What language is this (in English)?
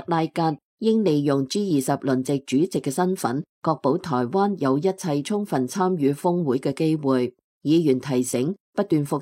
Cantonese